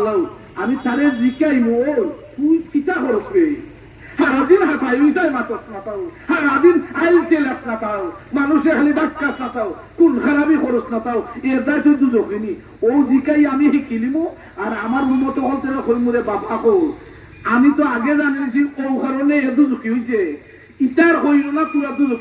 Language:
Sylheti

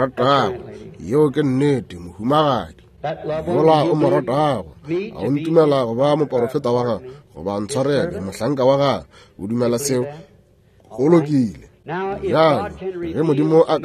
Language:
Northern Sotho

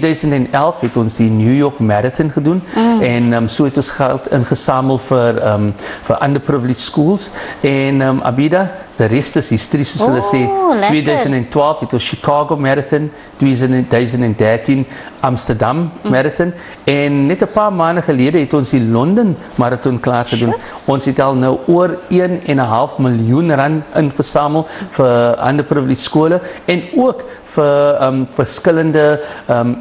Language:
Afrikaans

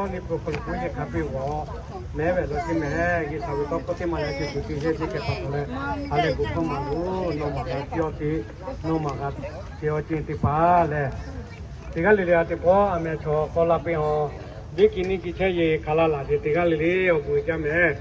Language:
Lahu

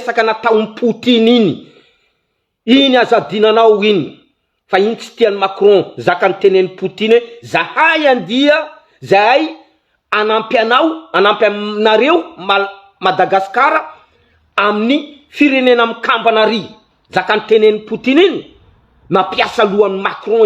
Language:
Malagasy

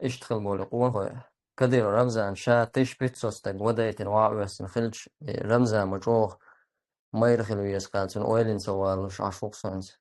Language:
Chechen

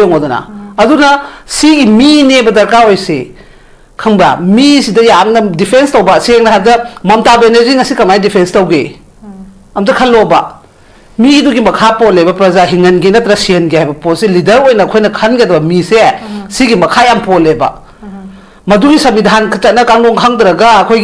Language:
Manipuri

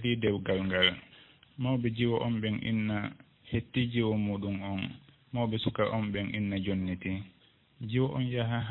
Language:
Fula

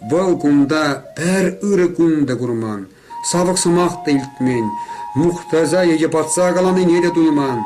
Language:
Chuvash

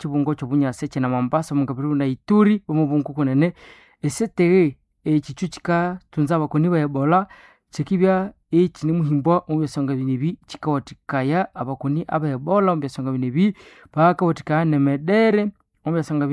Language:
Nande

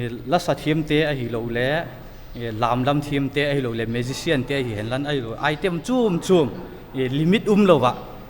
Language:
Paite Chin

